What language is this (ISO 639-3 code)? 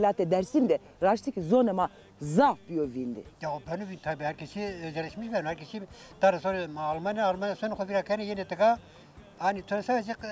zza